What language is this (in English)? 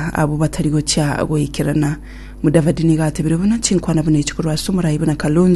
Gusii